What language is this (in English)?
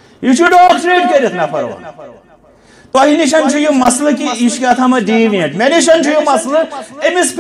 Kashmiri